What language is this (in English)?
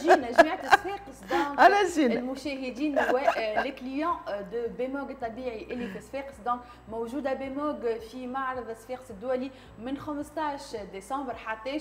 Tunisian Arabic